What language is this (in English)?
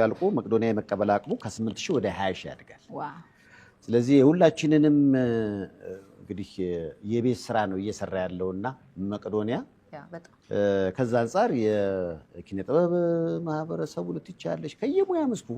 Amharic